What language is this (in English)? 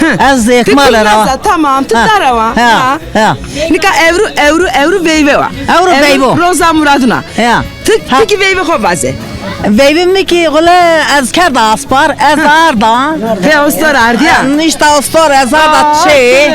Zaza